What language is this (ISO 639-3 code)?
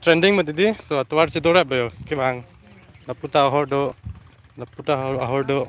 mjw